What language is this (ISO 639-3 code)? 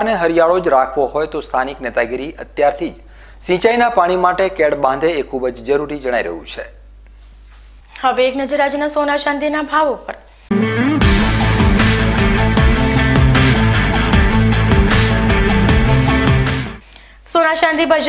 guj